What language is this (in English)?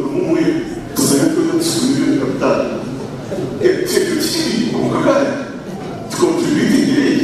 Nyankole